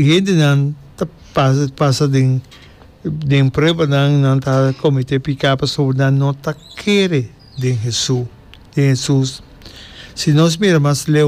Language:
Papiamento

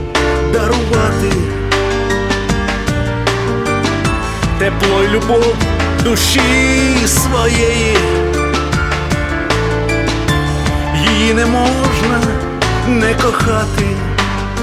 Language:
Ukrainian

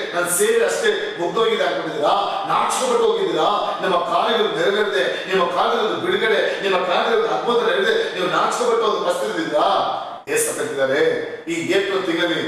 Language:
Kannada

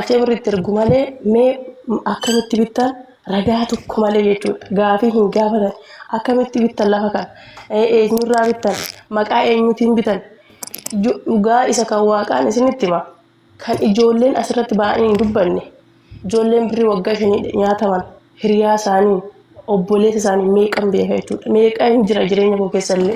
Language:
Oromo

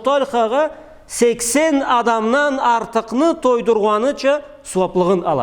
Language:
Karachay-Balkar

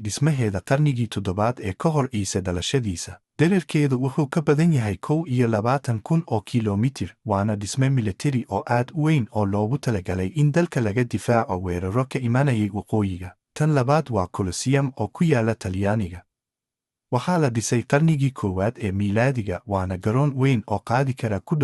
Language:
Somali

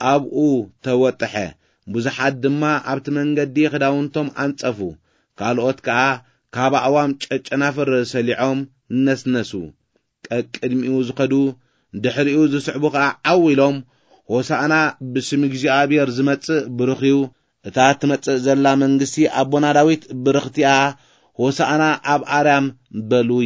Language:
Tigrinya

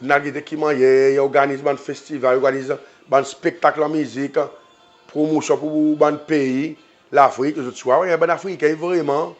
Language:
Seselwa Creole French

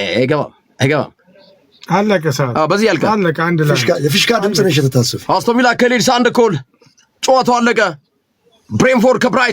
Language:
Amharic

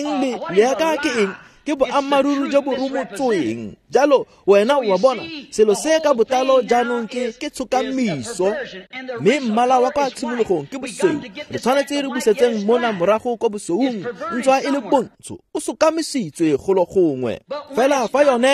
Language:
Tswana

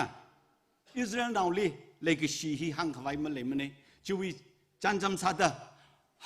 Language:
Tangkhul Naga (India)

